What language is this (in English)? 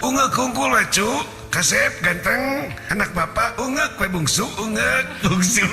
Sundanese